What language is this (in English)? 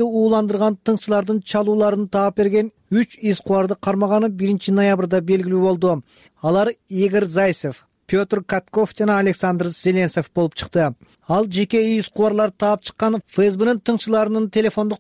Kyrgyz